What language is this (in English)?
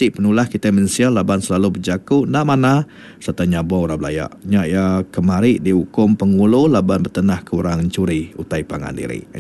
Iban